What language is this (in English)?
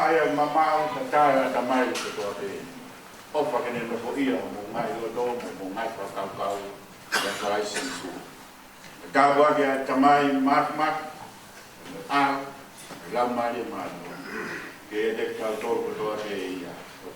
Tongan